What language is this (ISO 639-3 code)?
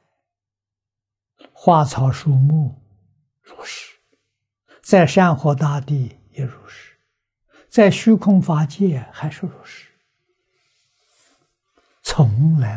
zho